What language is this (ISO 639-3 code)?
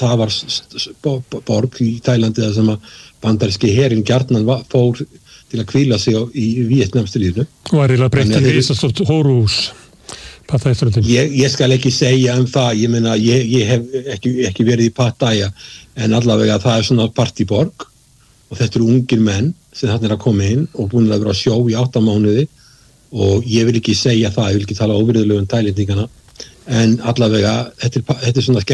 isl